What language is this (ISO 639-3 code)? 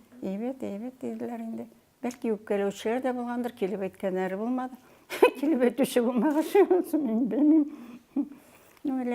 tat